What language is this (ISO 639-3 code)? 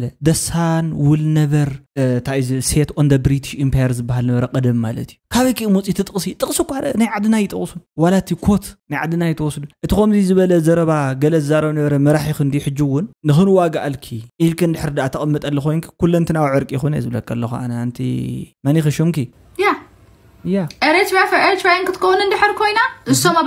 tir